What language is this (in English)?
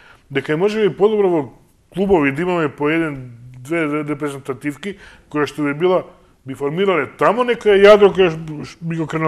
Macedonian